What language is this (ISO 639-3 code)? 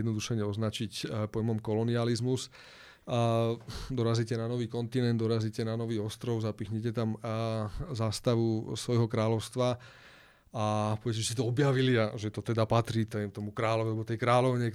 slk